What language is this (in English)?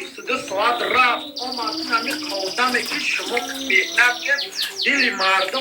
Tajik